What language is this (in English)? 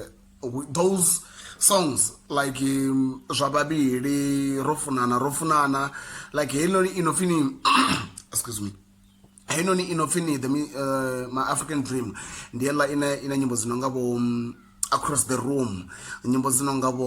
Venda